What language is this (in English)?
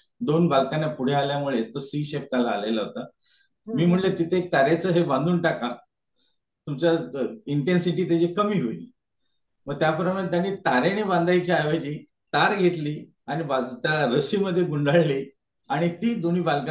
Marathi